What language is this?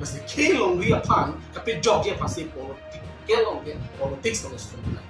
Karbi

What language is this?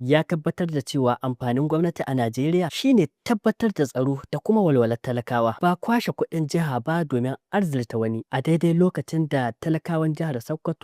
Hausa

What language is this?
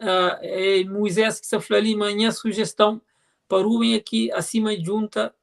Kabuverdianu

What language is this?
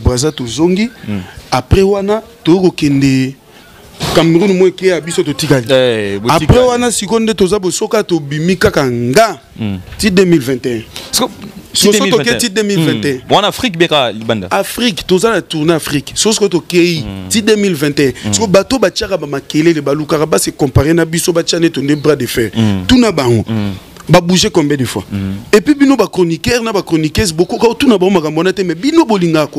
Lingala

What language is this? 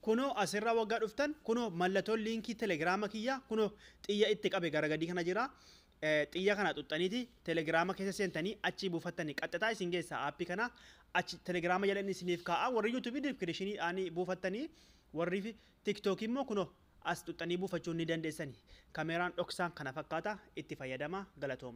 Oromo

